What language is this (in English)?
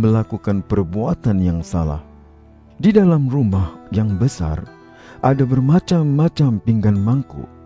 Malay